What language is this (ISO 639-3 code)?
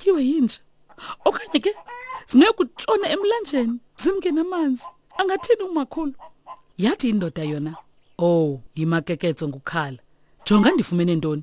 xho